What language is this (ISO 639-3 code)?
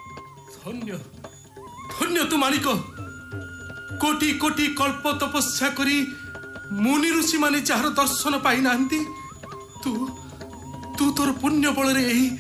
ori